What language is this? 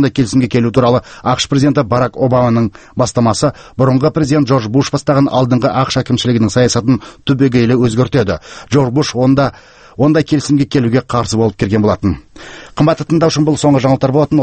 Kazakh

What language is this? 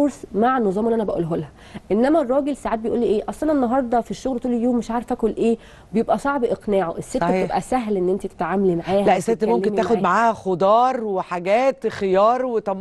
Egyptian Arabic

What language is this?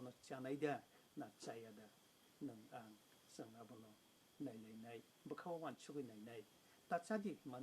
Kok Borok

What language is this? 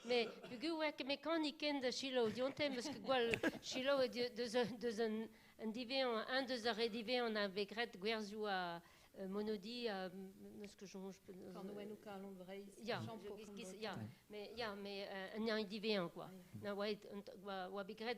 Breton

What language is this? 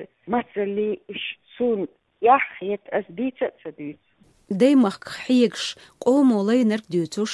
Chechen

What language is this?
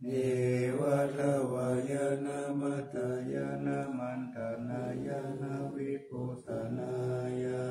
Pali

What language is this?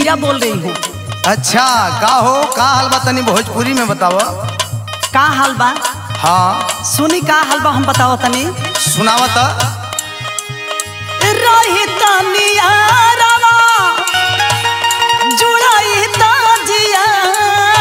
Bhojpuri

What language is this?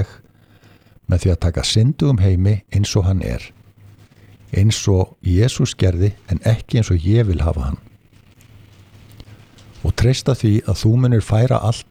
Icelandic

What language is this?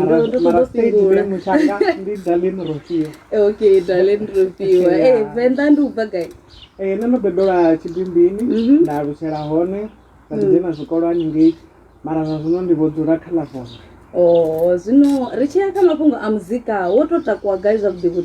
Venda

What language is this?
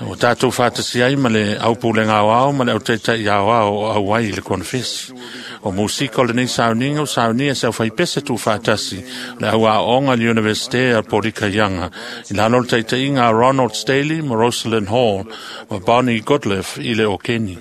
Samoan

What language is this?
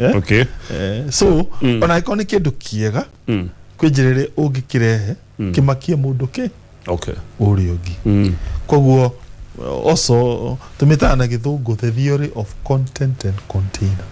Kikuyu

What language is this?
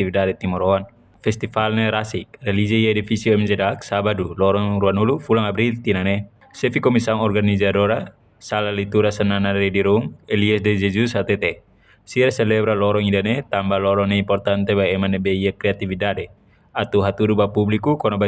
Tetum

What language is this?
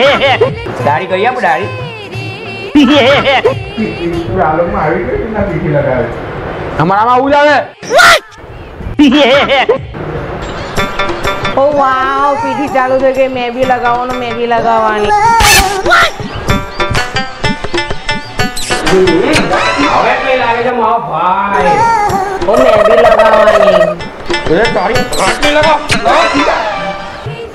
Gujarati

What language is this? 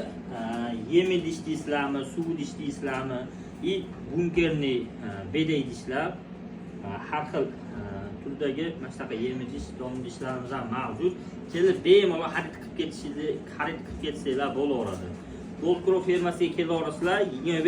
Uzbek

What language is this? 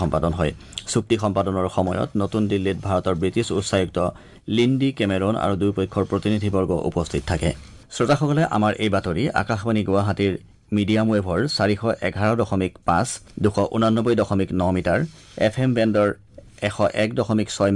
Assamese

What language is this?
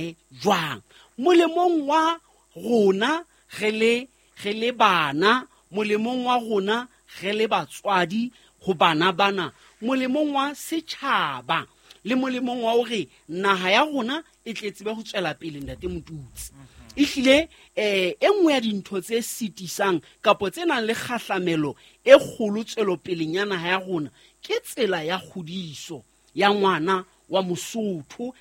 Southern Sotho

